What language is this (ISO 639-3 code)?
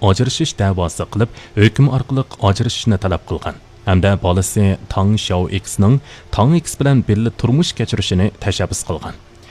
uig